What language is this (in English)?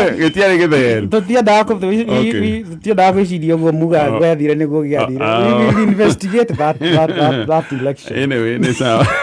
Kikuyu